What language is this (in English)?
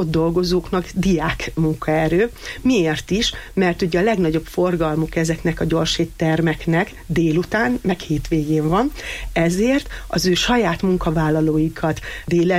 Hungarian